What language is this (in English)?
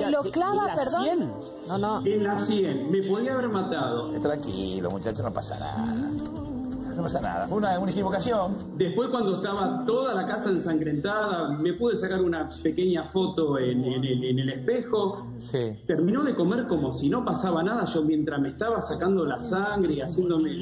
Spanish